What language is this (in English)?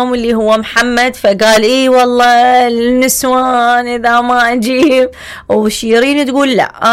Mesopotamian Arabic